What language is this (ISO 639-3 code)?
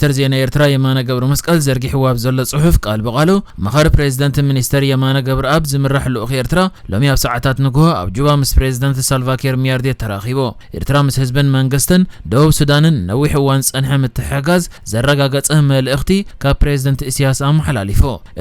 tir